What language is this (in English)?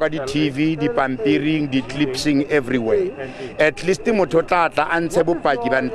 Tswana